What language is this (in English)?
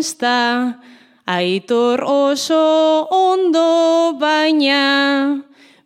Basque